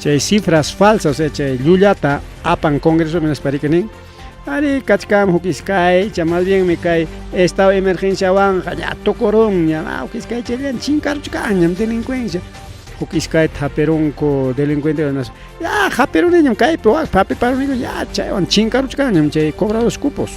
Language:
Ayacucho Quechua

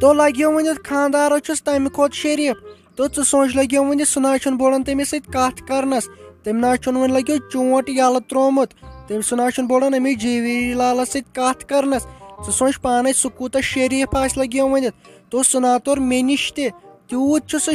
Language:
Kashmiri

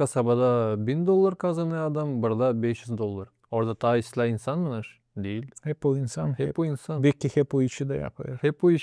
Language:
Gagauz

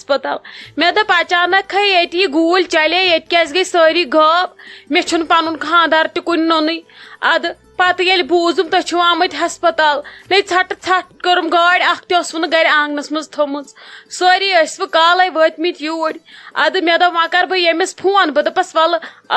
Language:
Kashmiri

